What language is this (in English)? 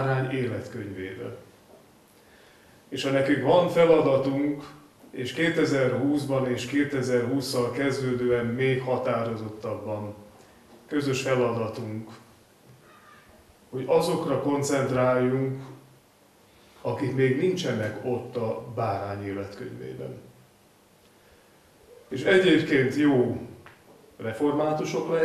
Hungarian